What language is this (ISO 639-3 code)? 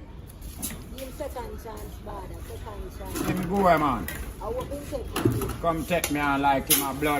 jam